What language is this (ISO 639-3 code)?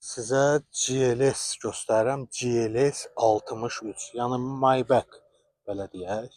aze